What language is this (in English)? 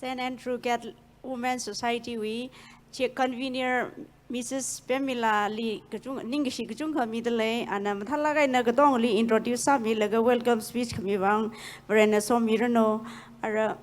Tangkhul Naga (India)